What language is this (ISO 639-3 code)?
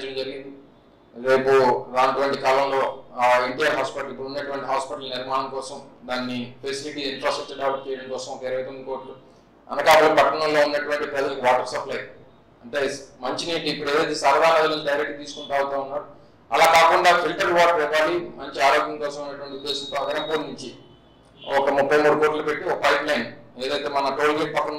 tel